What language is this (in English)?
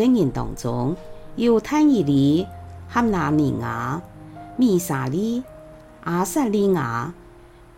Hakka Chinese